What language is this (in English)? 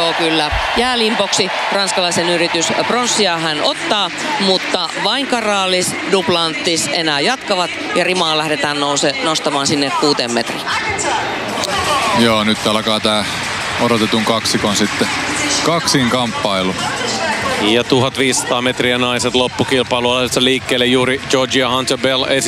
Finnish